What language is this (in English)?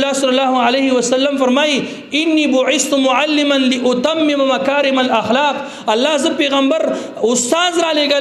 Pashto